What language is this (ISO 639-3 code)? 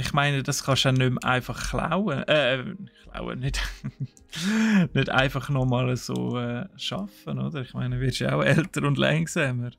gsw